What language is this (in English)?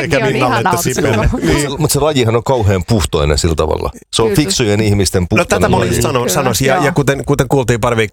Finnish